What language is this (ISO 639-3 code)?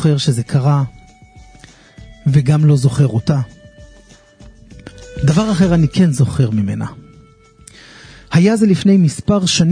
heb